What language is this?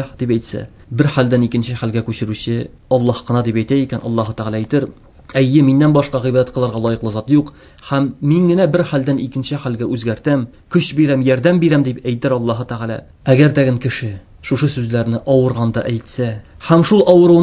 Tatar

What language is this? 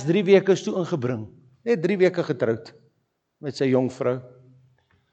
Afrikaans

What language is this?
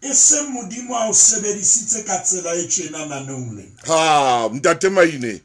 Southern Sotho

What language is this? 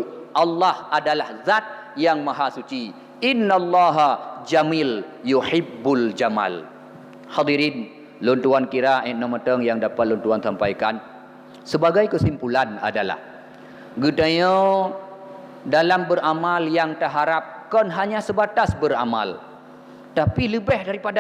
Achinese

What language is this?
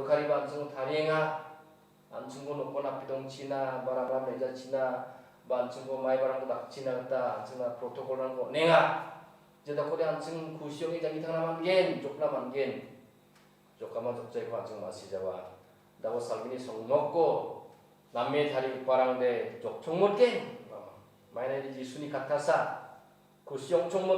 Garo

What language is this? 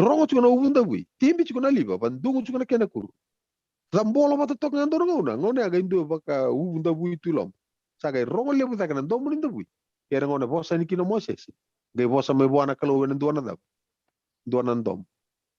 Fijian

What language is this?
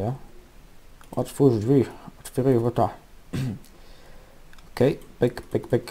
Polish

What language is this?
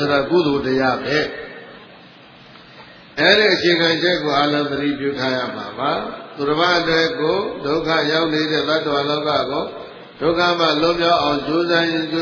Burmese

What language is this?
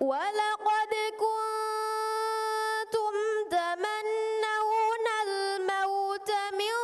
Divehi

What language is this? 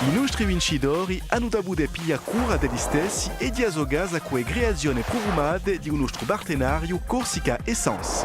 Corsican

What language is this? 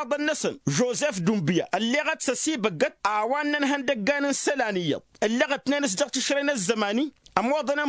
Tamasheq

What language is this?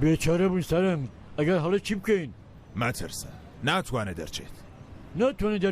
Central Kurdish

